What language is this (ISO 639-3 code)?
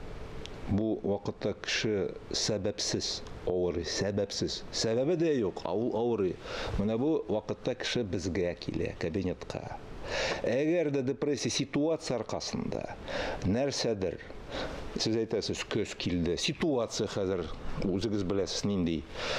tat